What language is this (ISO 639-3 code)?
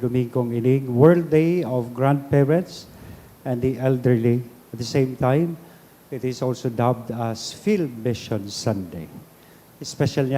bik